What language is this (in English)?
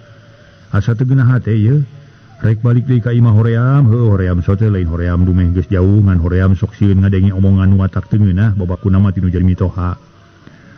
Sundanese